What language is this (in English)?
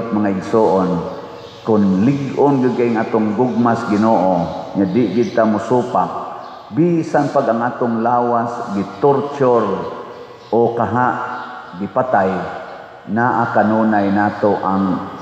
Cebuano